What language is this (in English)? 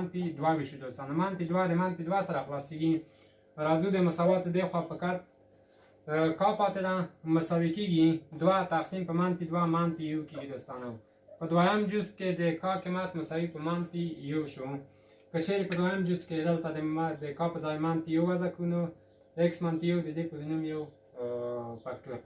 Pashto